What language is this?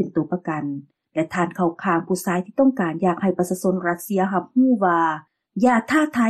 Lao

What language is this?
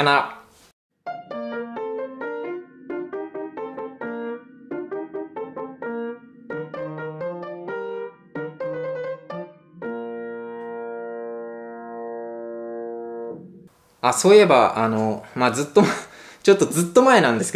Japanese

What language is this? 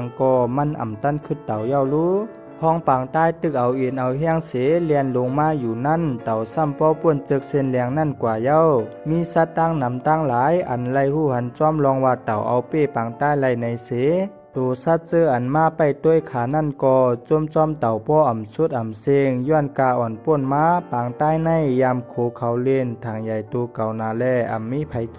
Shan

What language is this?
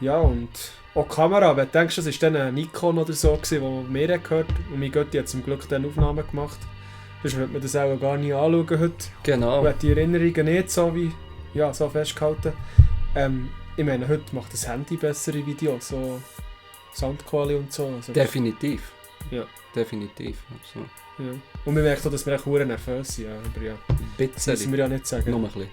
Swiss German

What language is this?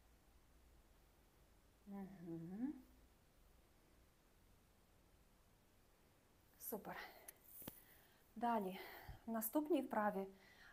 Ukrainian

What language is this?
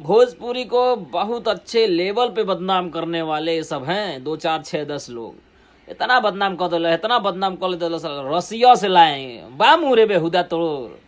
Bhojpuri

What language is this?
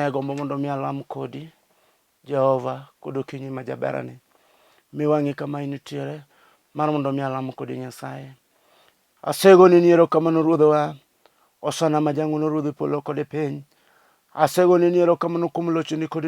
Luo (Kenya and Tanzania)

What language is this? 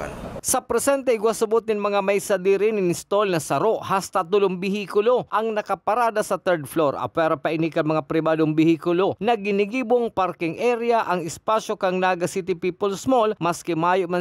Bikol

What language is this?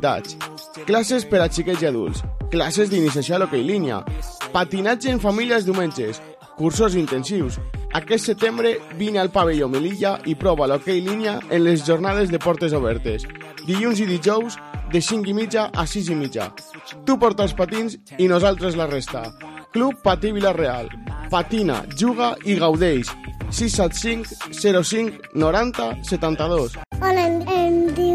Catalan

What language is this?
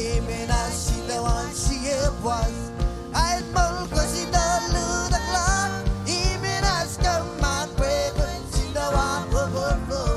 Marshallese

